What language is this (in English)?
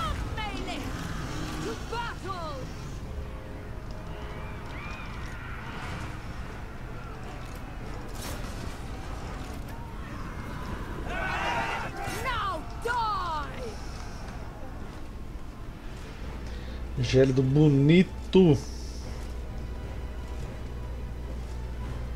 Portuguese